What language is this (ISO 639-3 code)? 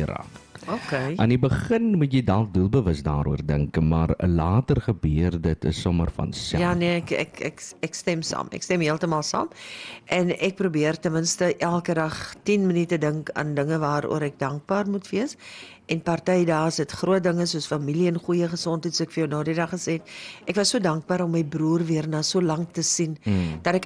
afr